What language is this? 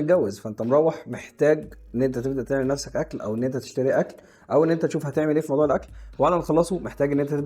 Egyptian Arabic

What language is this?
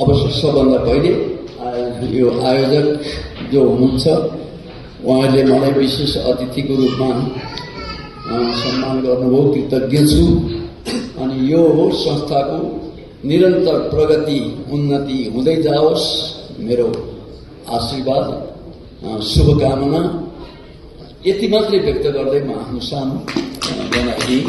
Nepali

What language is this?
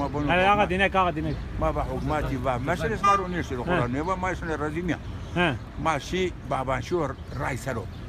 Zaza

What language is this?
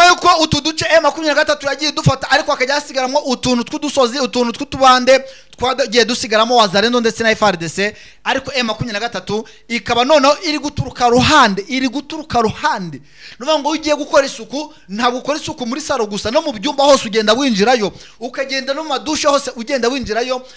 Kinyarwanda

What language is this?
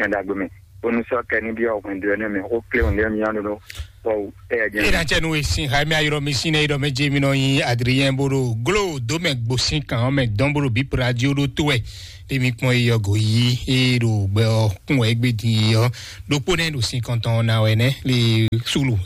Fon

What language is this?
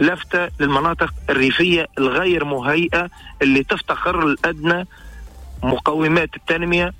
Tunisian Arabic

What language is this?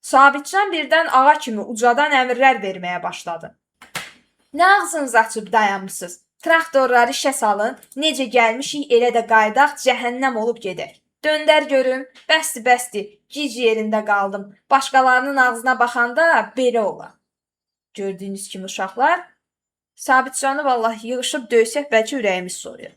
Azerbaijani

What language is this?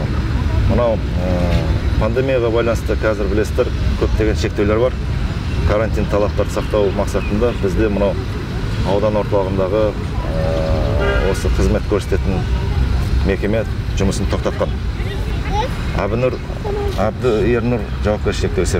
Kazakh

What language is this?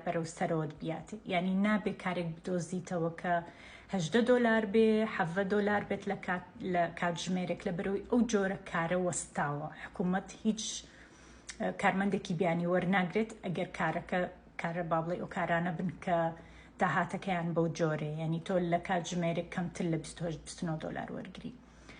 Central Kurdish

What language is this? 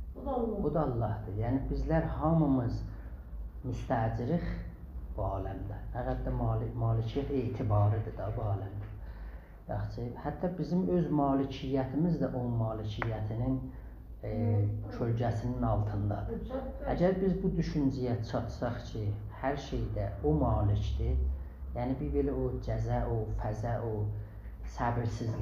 South Azerbaijani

